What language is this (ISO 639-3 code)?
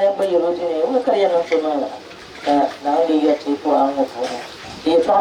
dag